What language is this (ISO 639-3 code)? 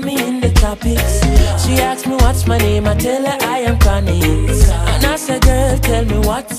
jam